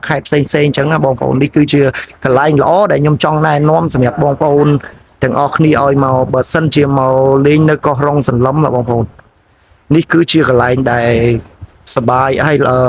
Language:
Khmer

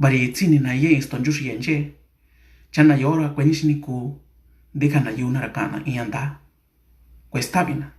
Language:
Mixtepec Mixtec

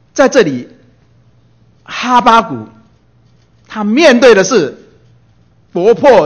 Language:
Chinese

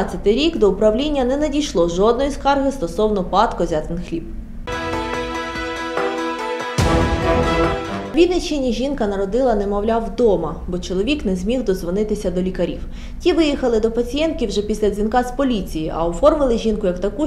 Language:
Ukrainian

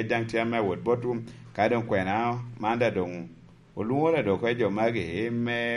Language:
Lango (Uganda)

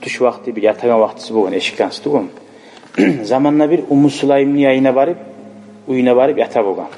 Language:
Kumyk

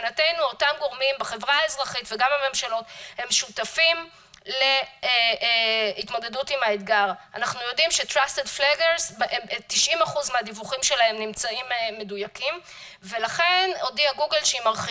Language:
Hebrew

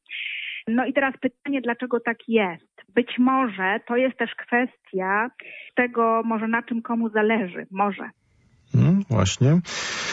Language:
Polish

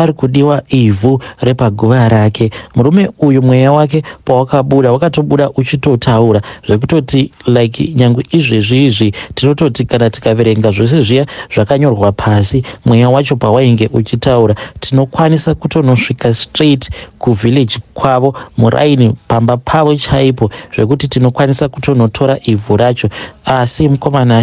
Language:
Shona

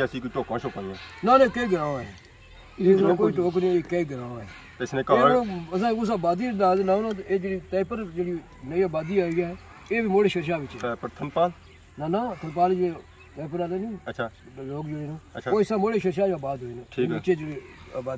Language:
Pahari-Potwari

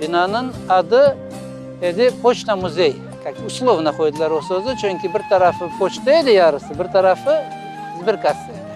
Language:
Crimean Tatar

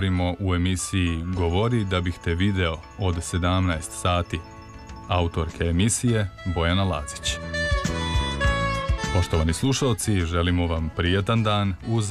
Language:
Serbian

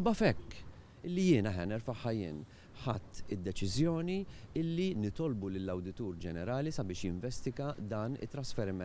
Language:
Maltese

